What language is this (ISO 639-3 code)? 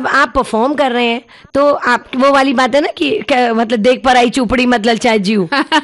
hin